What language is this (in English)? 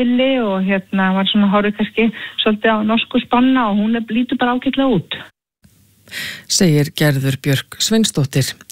Icelandic